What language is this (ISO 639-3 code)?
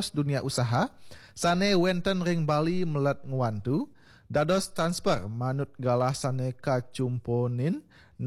ban